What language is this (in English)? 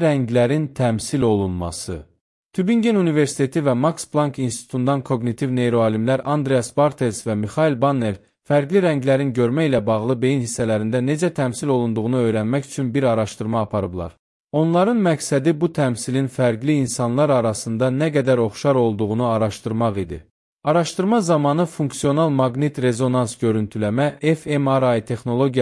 Azerbaijani